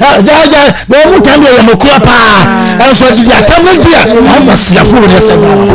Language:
Akan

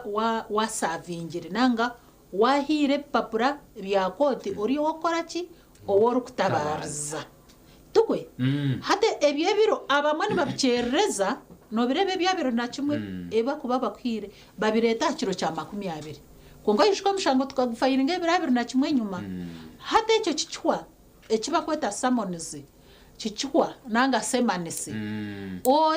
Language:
Nyankole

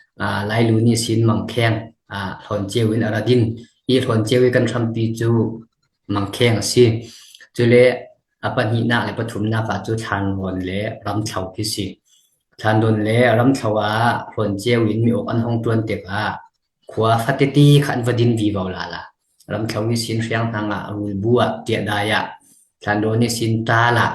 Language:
Falam Chin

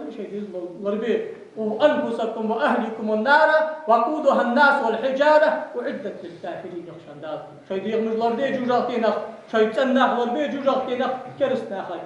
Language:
Ingush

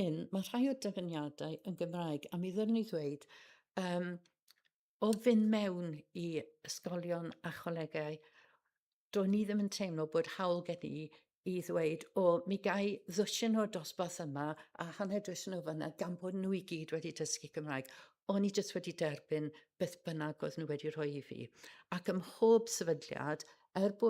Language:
Welsh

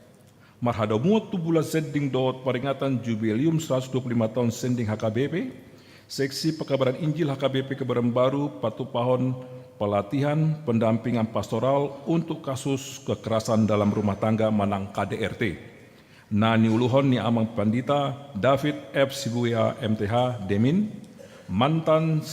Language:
Batak Toba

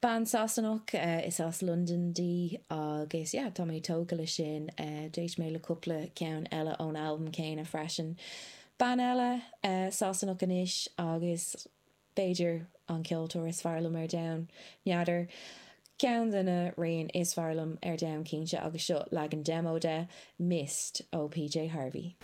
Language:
Irish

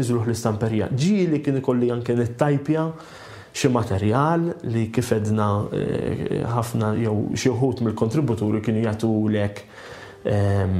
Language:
Maltese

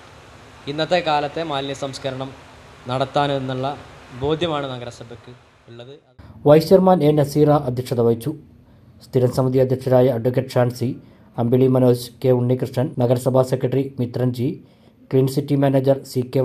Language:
Malayalam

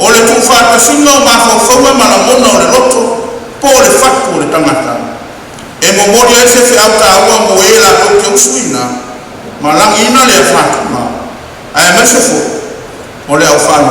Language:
Samoan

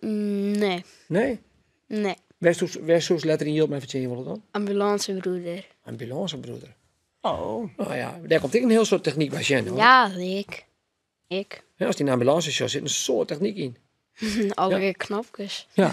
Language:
Western Frisian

